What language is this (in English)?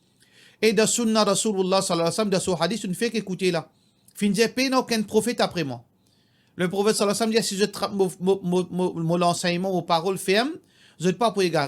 Morisyen